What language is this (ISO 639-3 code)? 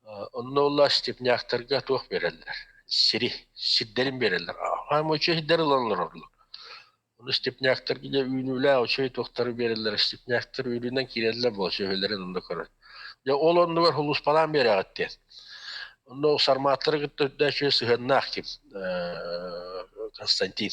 sah